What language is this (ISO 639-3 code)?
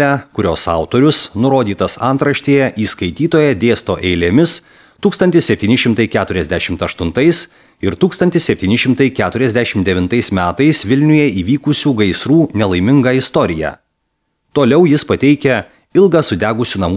lit